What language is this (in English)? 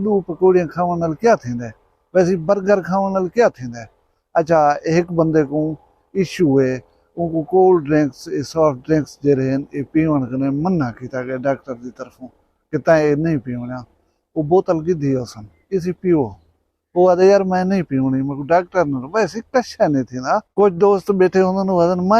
Saraiki